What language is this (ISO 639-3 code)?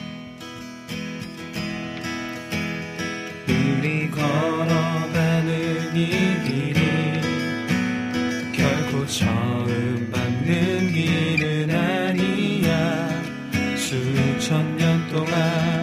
kor